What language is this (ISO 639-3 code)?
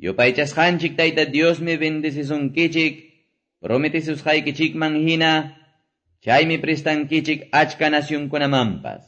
que